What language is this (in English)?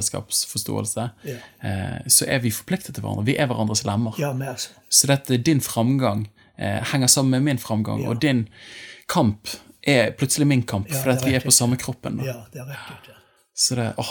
Norwegian